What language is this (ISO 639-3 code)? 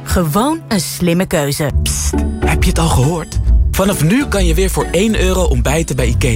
nld